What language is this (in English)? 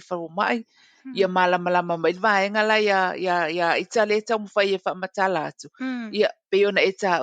Samoan